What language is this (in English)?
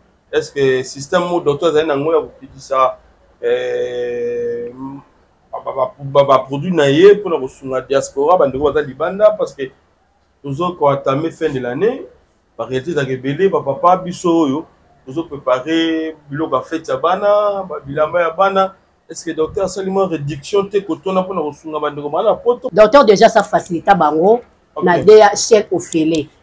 Lingala